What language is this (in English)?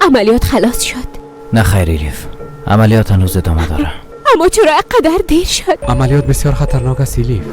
Persian